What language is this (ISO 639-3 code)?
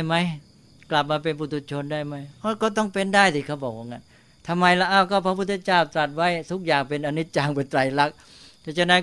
tha